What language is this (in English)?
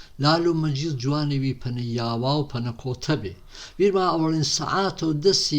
Gurani